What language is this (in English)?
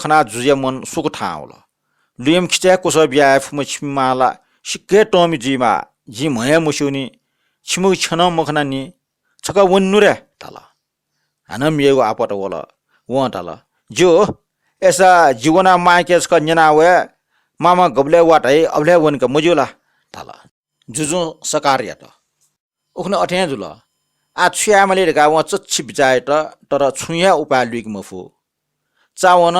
Newari